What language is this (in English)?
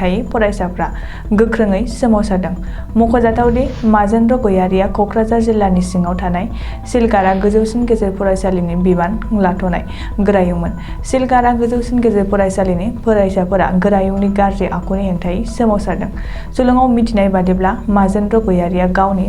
Bodo